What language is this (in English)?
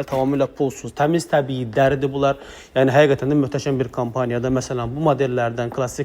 Azerbaijani